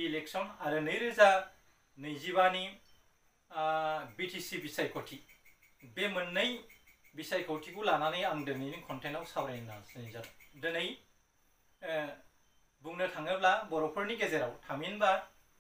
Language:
Bodo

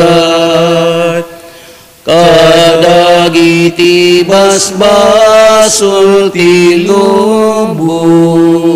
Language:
Iloko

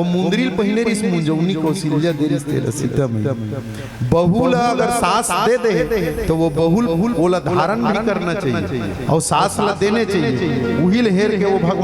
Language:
Chhattisgarhi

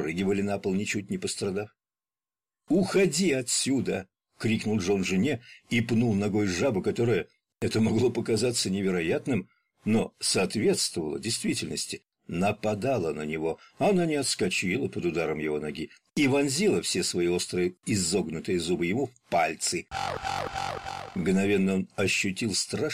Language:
Russian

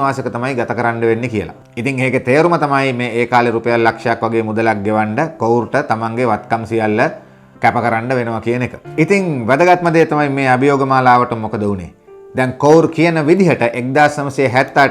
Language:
Sinhala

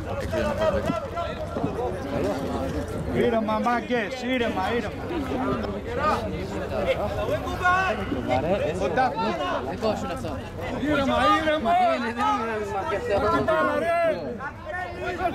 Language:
Greek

